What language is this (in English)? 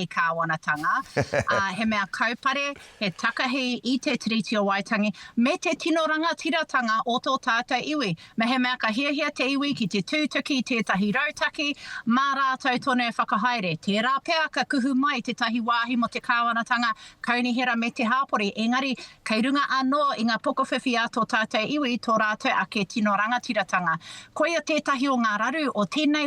Māori